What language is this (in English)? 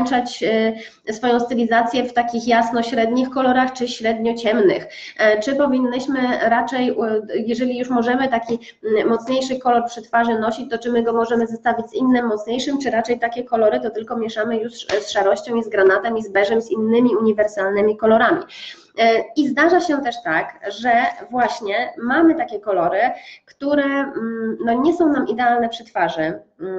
Polish